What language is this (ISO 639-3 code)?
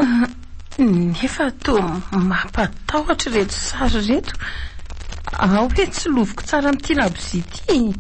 mlg